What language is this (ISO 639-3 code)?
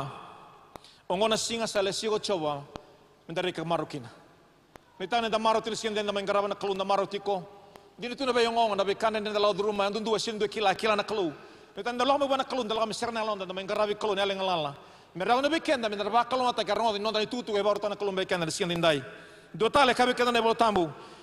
fij